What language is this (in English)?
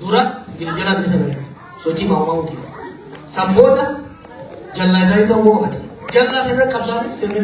Oromo